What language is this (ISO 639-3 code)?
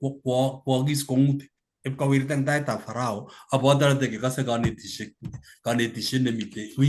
kln